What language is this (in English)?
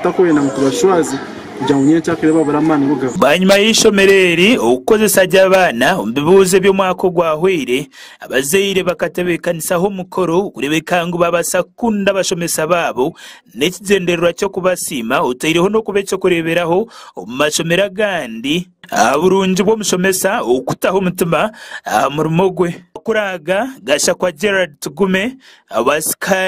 Nyankole